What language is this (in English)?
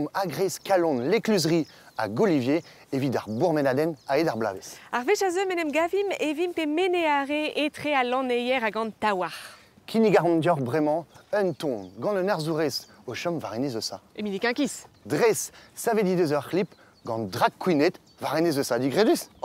Breton